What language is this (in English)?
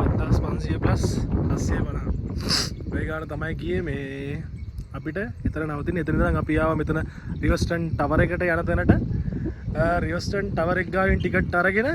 Sinhala